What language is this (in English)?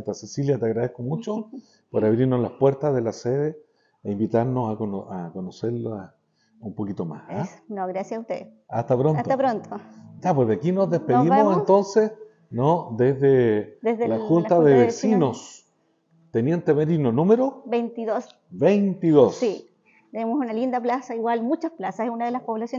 Spanish